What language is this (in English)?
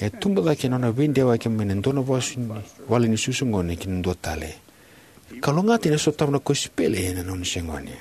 Fijian